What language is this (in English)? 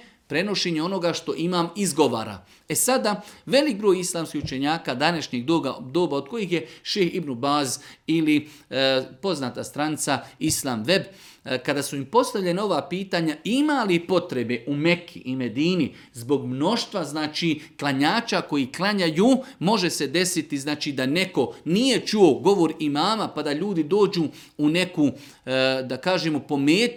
Serbian